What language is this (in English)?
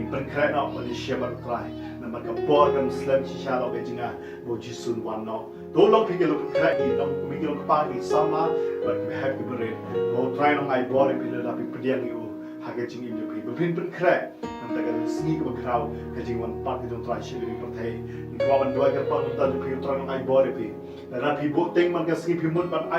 Khasi